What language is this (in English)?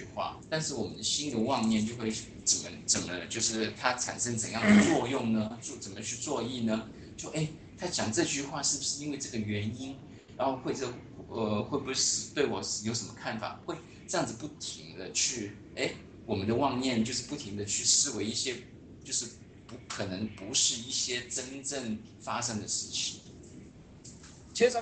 Chinese